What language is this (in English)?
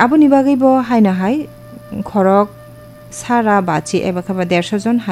Kok Borok